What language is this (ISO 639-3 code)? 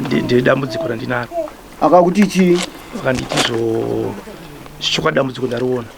sna